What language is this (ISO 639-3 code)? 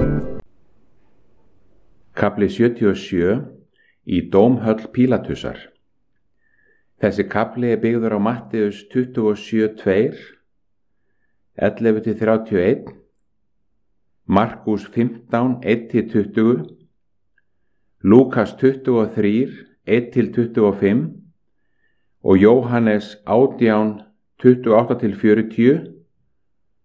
isl